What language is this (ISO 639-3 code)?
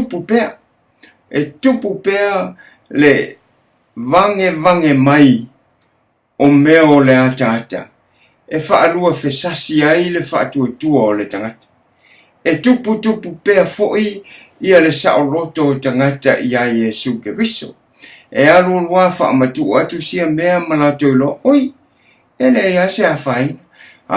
smo